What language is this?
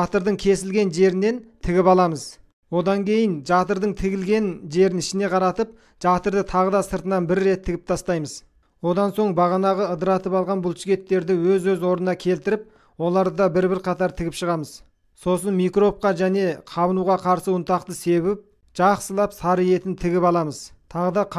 Kazakh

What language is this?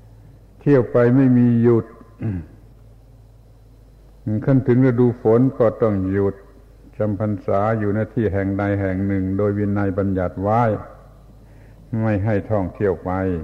Thai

